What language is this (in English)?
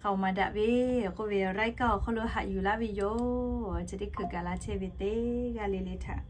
Lahu